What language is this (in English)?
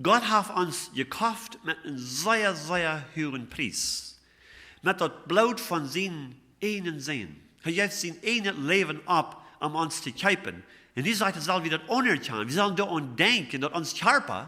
Plautdietsch